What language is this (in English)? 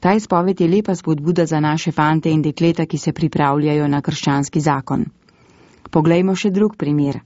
Slovenian